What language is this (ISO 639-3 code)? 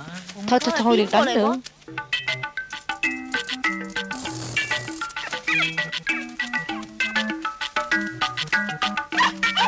vie